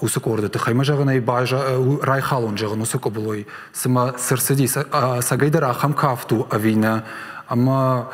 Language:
Ossetic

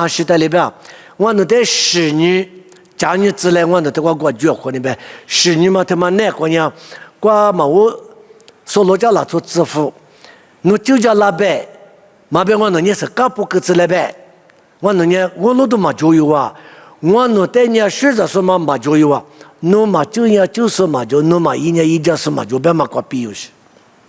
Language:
Lisu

